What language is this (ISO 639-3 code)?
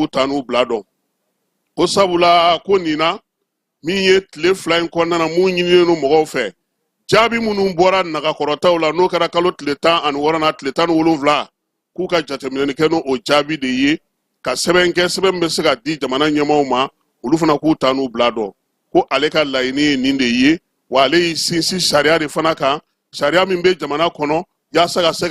bam